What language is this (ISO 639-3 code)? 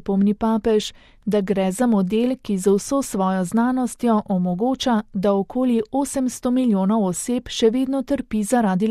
slv